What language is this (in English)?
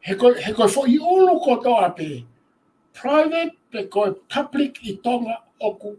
Tongan